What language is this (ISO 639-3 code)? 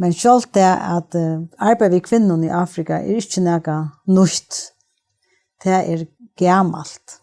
fao